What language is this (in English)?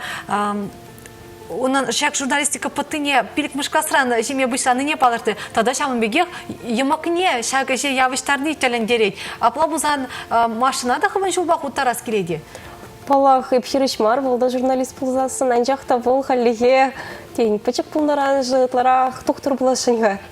Chuvash